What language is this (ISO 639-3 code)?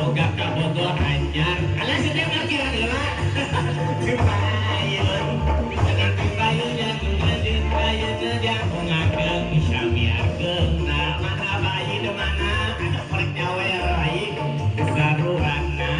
sun